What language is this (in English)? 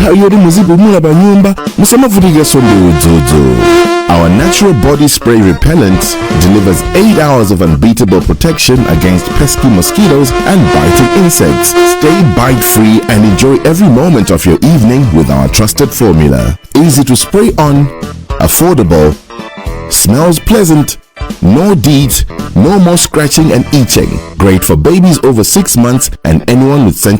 Nyanja